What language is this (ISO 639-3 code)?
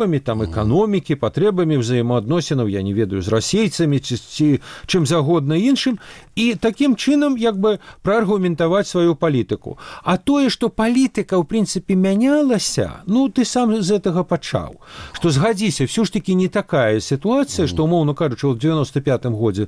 bel